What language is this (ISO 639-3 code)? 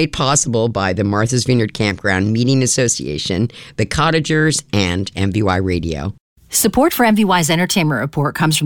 eng